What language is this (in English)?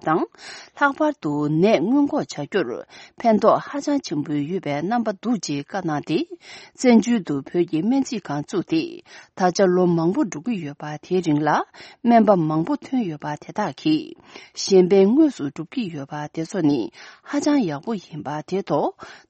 Tibetan